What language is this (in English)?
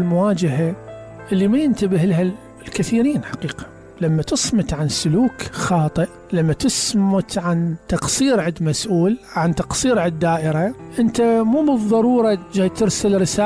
Mesopotamian Arabic